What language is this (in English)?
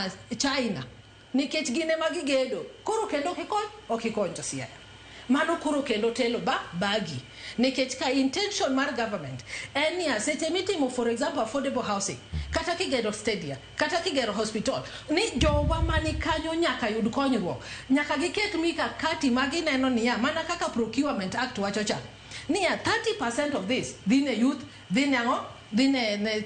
Luo (Kenya and Tanzania)